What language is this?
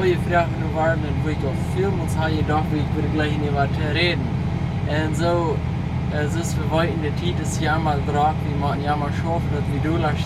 Plautdietsch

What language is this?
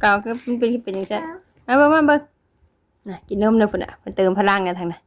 Northeastern Thai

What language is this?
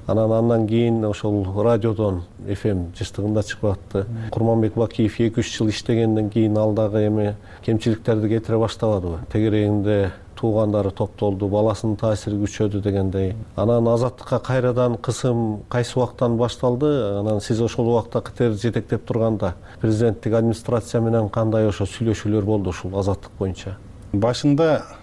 Kyrgyz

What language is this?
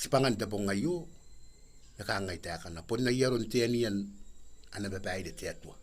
Gilbertese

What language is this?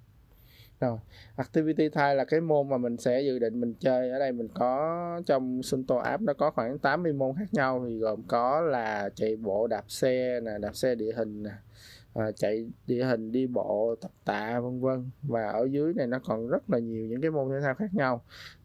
Vietnamese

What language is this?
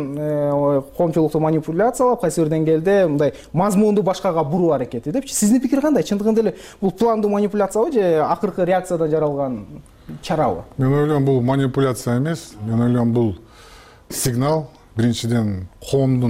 Kyrgyz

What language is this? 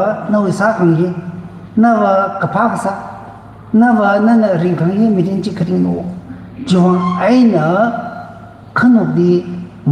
Tangkhul Naga (India)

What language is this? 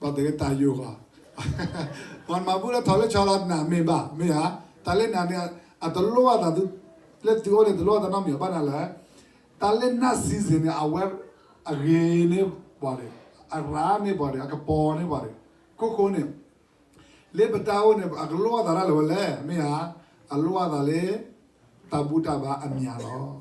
S'gaw Karen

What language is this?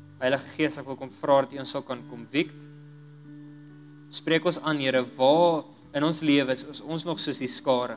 Afrikaans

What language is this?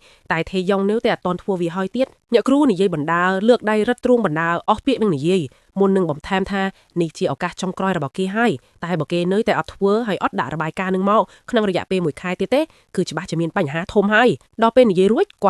Khmer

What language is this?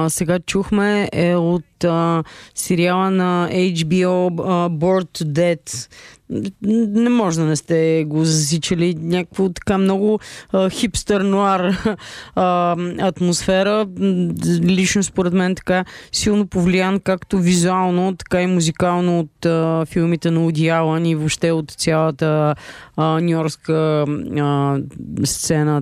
Bulgarian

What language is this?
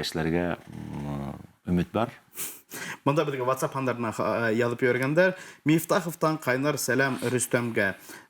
Bashkir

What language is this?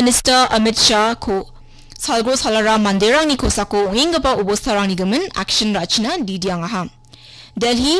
Garo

